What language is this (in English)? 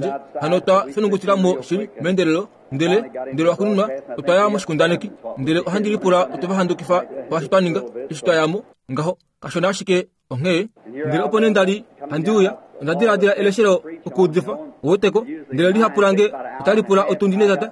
Kuanyama